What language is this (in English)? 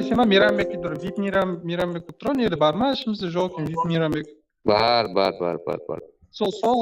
Kara-Kalpak